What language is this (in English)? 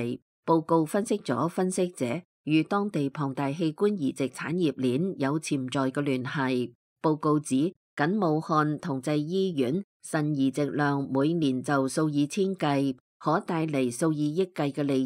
Cantonese